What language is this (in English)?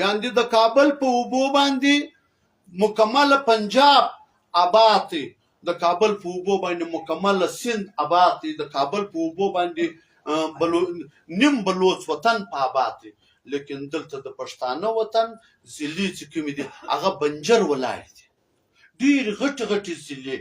Pashto